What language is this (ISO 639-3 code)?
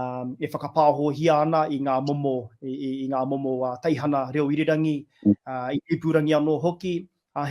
mri